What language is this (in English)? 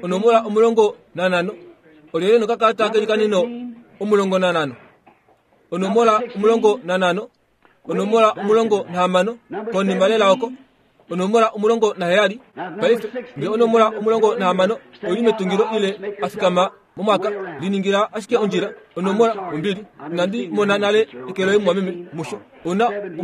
Kuanyama